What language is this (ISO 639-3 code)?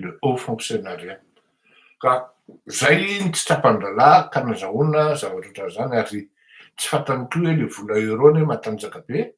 mlg